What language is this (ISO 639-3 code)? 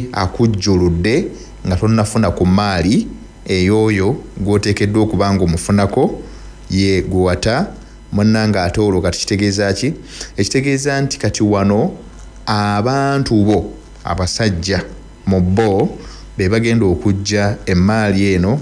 lug